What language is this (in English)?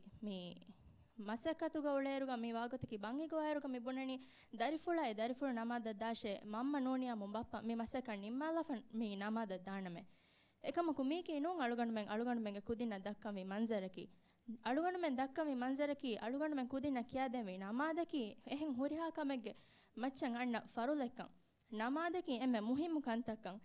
Divehi